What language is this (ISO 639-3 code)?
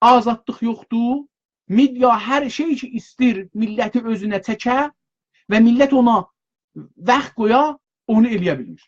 azb